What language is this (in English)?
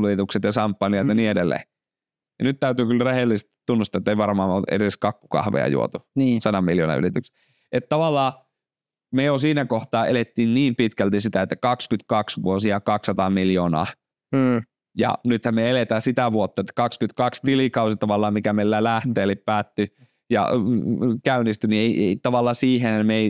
Finnish